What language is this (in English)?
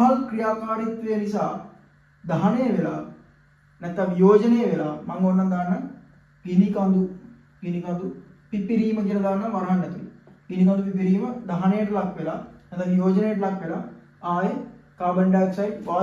Sinhala